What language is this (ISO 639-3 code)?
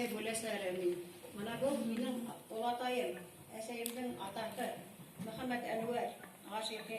bak